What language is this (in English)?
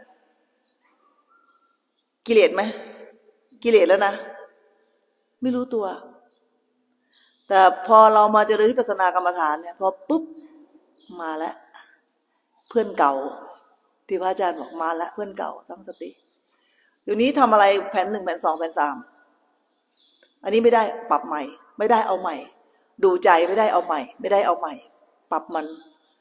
Thai